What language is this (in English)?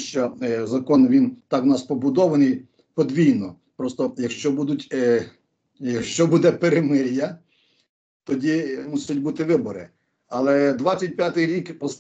Ukrainian